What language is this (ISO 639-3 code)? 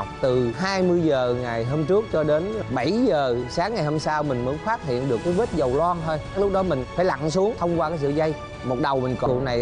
vie